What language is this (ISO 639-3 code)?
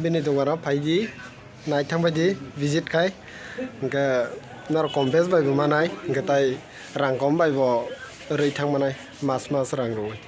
trp